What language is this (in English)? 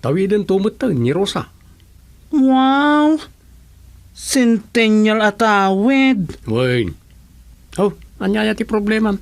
Iloko